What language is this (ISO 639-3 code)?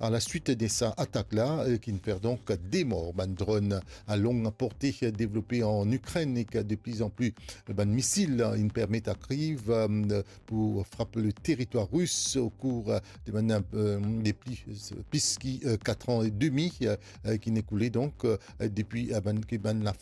mfe